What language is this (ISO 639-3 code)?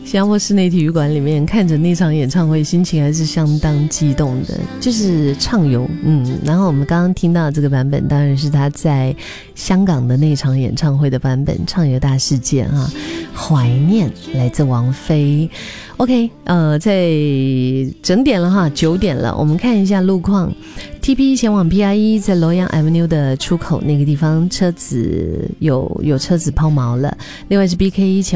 zho